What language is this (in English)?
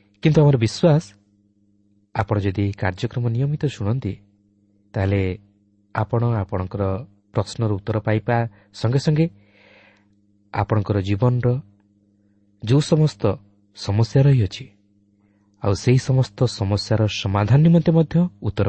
Odia